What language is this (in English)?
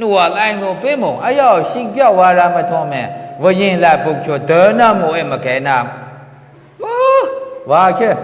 Maru